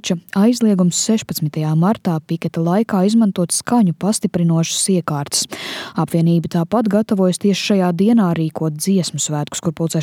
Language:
Latvian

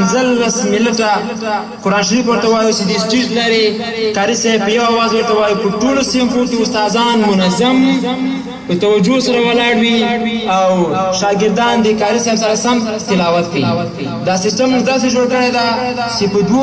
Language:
Pashto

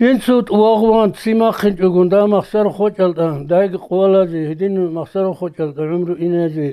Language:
Avaric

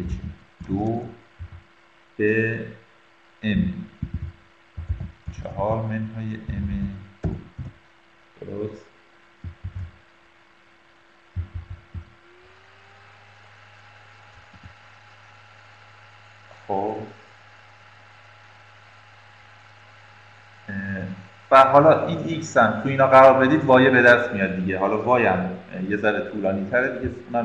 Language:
Persian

